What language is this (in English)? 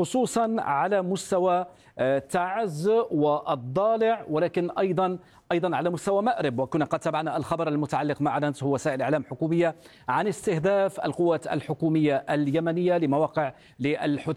Arabic